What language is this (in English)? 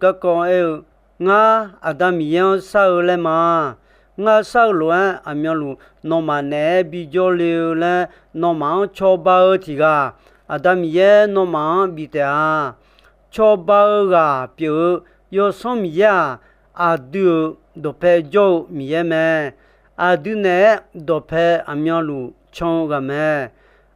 Akha